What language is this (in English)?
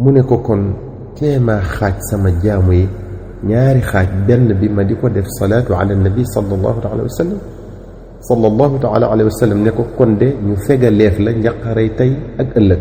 Wolof